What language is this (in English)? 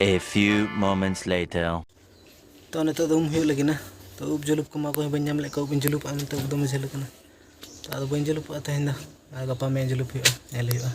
Santali